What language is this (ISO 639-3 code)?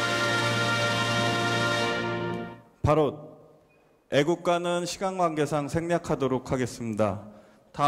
kor